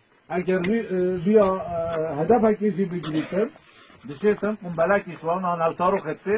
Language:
Kurdish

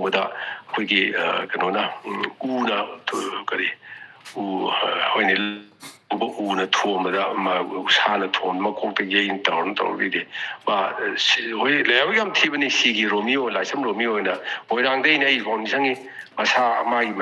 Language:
Manipuri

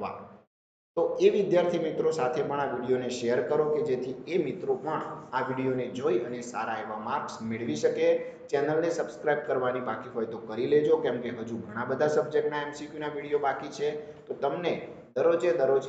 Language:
Gujarati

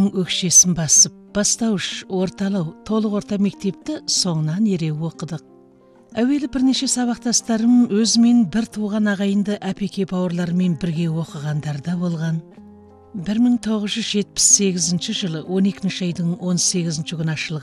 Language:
Kazakh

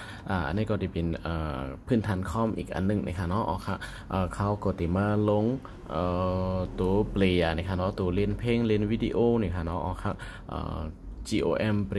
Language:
Shan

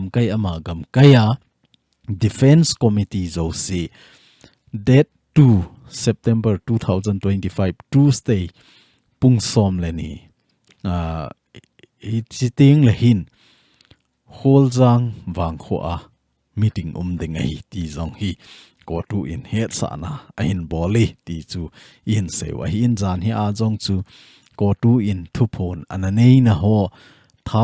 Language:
Thado Chin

